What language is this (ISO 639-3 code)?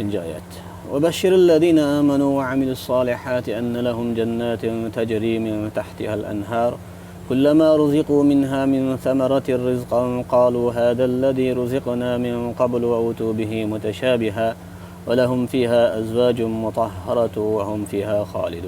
uig